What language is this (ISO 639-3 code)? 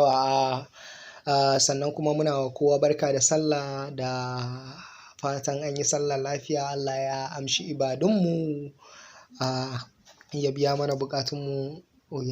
hau